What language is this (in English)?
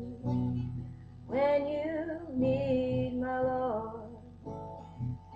English